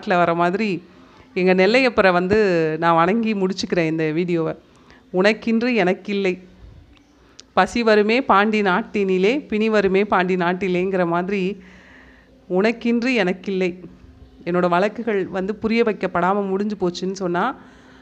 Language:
Tamil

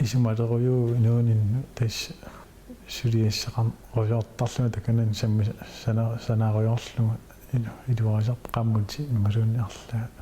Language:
Kalaallisut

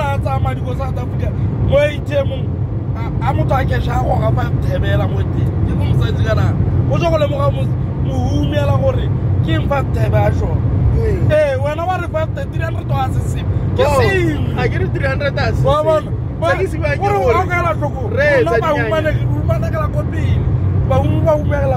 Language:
Tswana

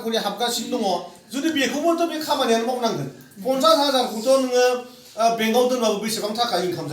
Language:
Bodo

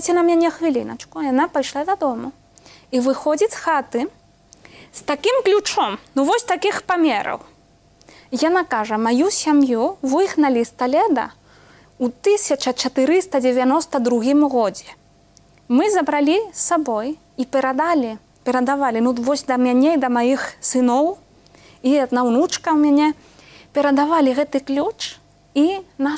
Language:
Belarusian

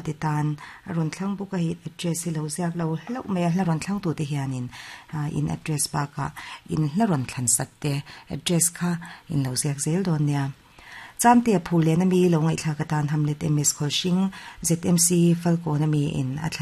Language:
Mizo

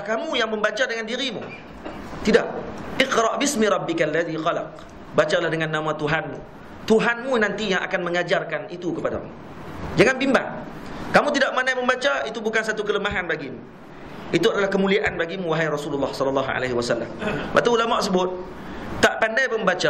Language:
Malay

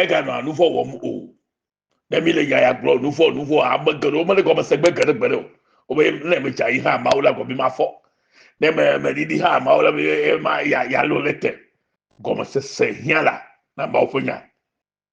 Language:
Ewe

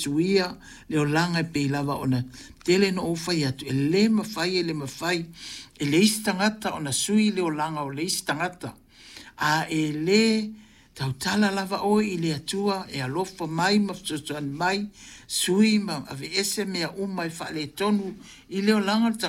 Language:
Samoan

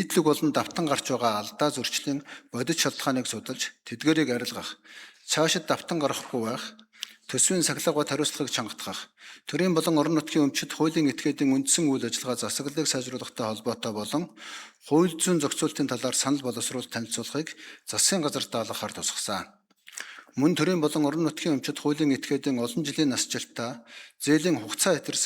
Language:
Mongolian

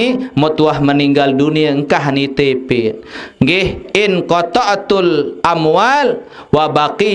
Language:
Sasak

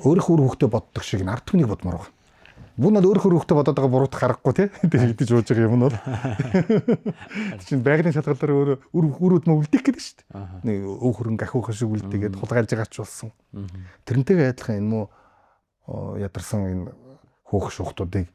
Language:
Mongolian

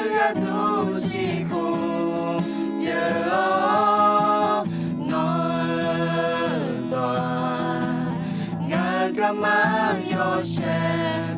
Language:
Akha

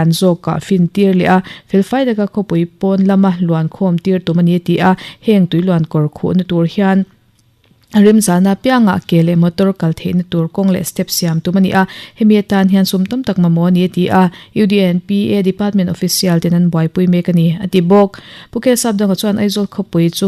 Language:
Mizo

